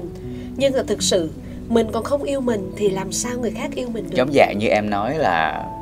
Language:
Vietnamese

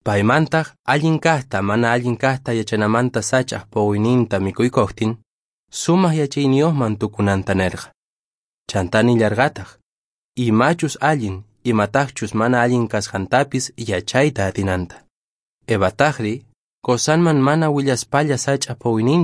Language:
Quechua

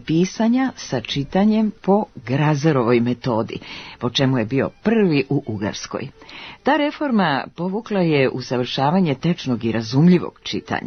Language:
Serbian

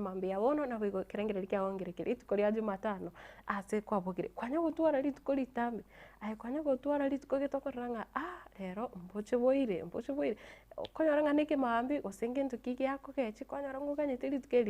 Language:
Gusii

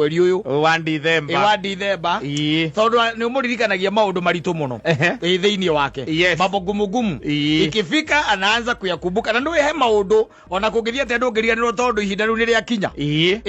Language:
Kikuyu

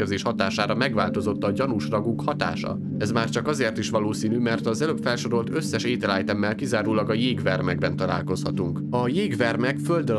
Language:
Hungarian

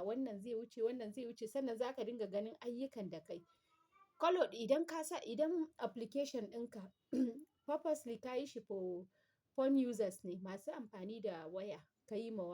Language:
Hausa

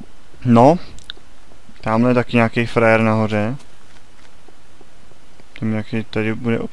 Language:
Czech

